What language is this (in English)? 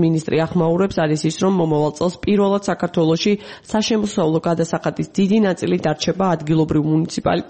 Georgian